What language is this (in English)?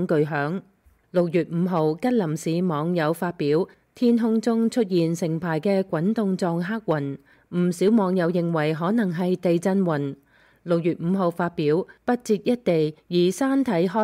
Cantonese